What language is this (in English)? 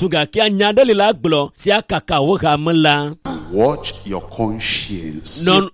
Ewe